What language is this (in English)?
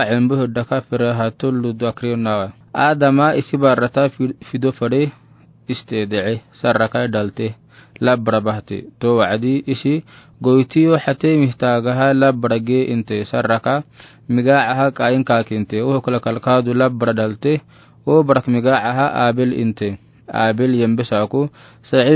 Afar